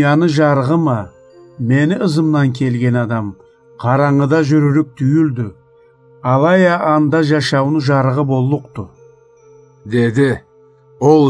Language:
Karachay-Balkar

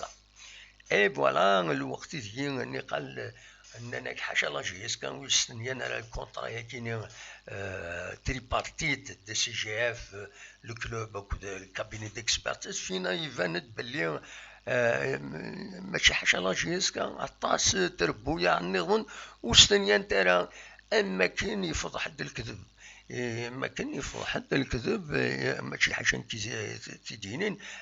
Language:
Kabyle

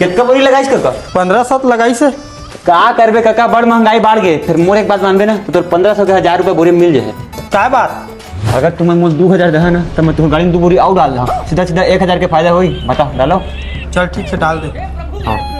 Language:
Chhattisgarhi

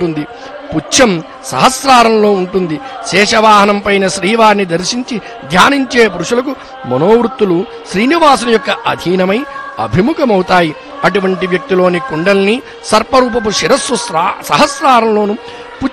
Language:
Telugu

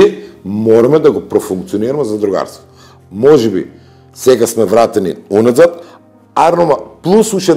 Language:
Macedonian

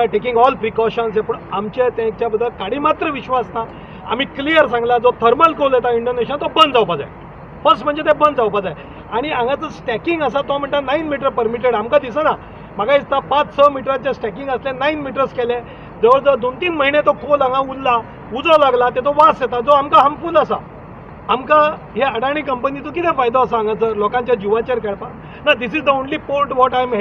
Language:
Konkani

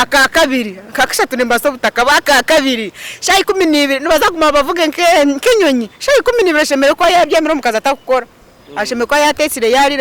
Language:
Nyankole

